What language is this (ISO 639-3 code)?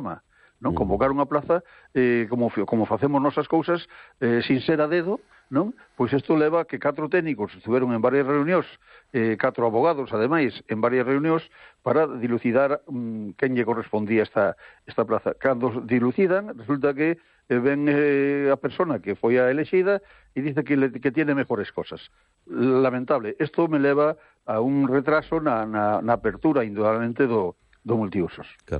glg